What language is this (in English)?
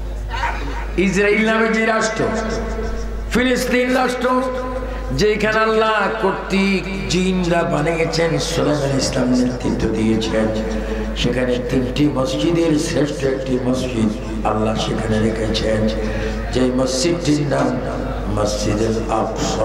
Bangla